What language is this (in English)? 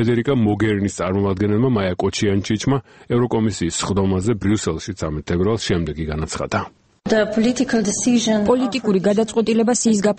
Georgian